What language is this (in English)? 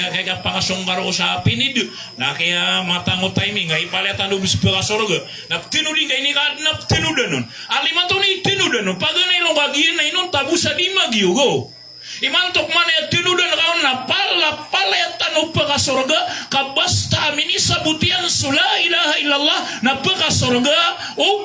Maranao